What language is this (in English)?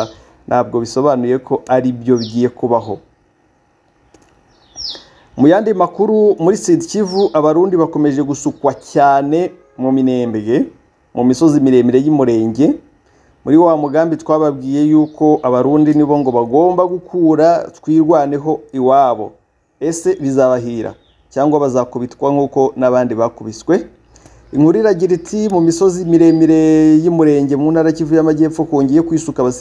Kinyarwanda